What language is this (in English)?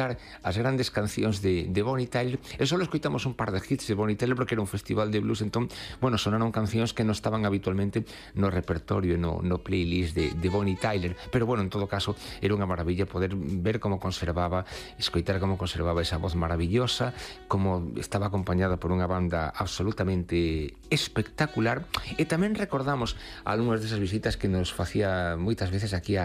Galician